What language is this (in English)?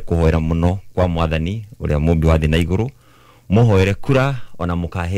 Kikuyu